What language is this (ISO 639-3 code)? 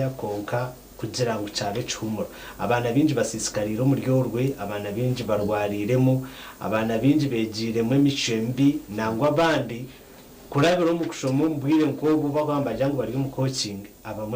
nyn